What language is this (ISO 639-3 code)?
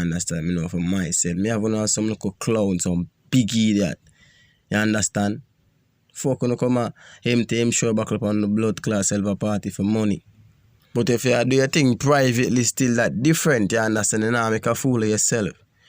jam